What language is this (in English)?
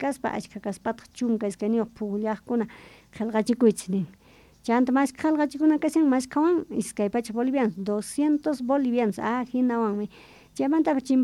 South Bolivian Quechua